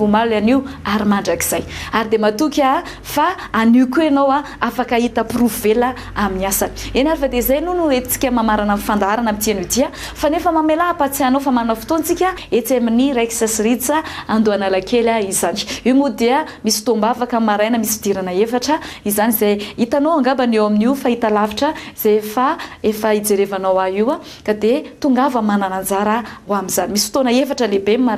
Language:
Malagasy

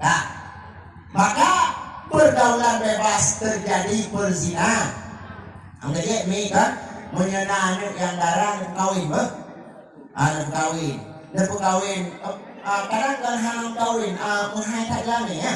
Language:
Achinese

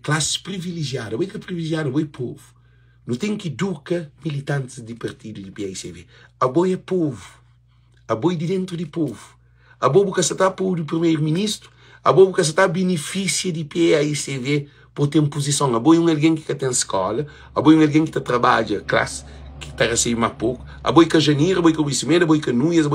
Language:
Kabuverdianu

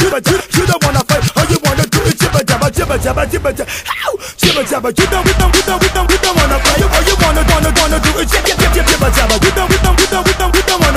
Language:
English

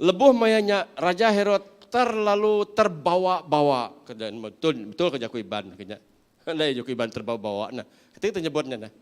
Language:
Iban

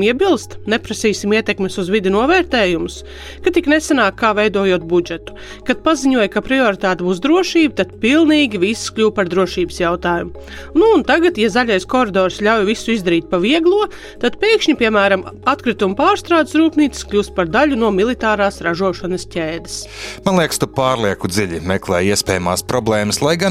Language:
Latvian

